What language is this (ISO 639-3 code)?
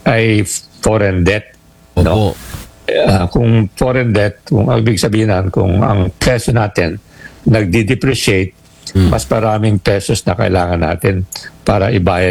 fil